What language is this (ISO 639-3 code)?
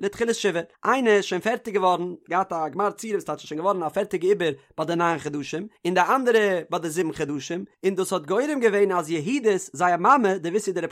yid